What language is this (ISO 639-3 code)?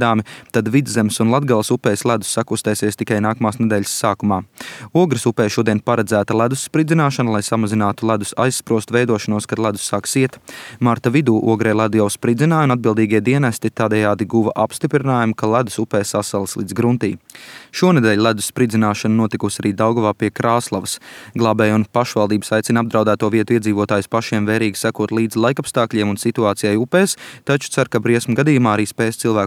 lav